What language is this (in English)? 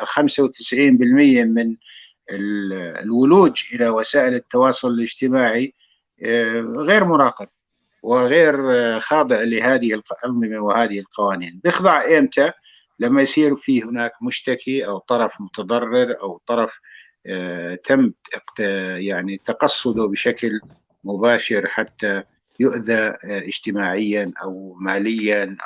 North Levantine Arabic